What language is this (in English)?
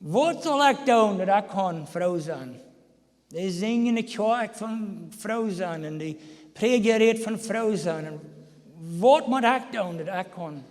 Plautdietsch